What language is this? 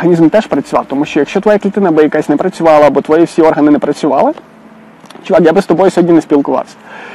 Ukrainian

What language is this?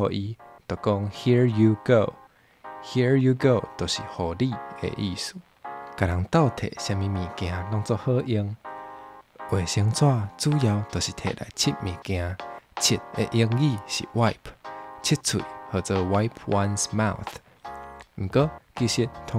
Min Nan Chinese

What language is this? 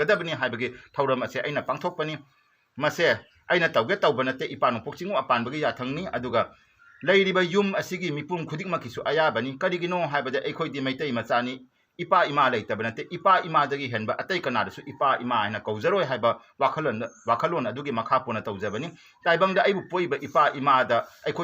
Manipuri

